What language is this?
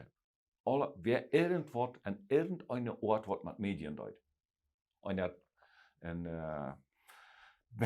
Plautdietsch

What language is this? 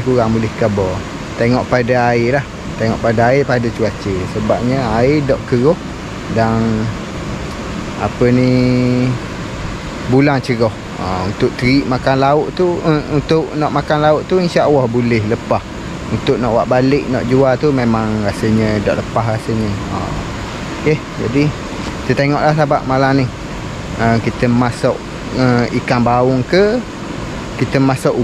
Malay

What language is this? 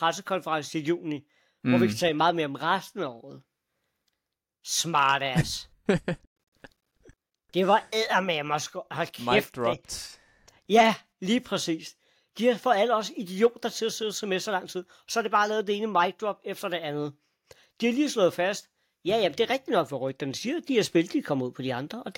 Danish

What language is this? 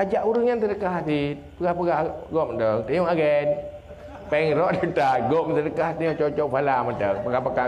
Achinese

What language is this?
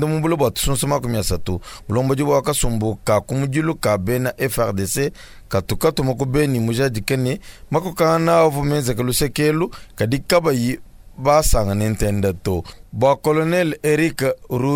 Luba-Lulua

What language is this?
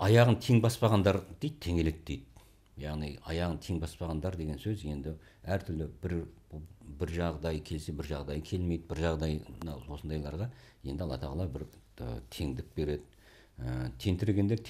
Kazakh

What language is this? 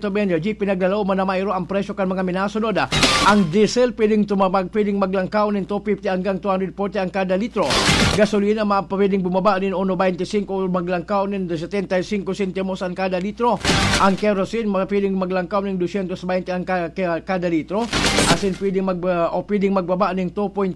Bikol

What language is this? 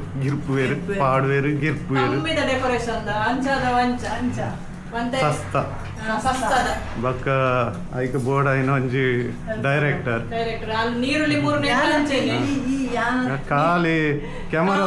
Tulu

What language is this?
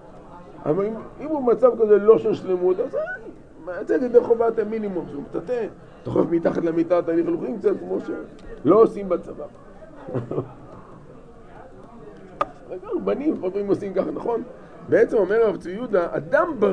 Hebrew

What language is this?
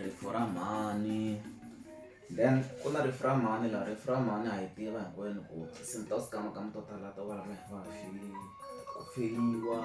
Tsonga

